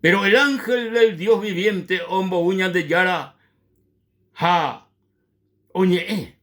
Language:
Guarani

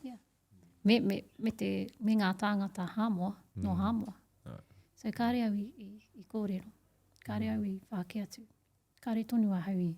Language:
Māori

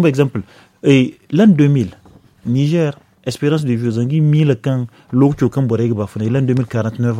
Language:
Zarma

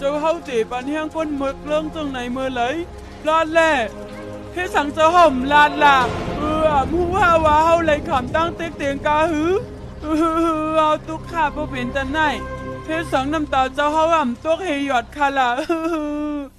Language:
Shan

